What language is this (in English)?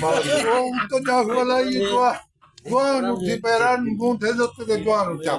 Saraiki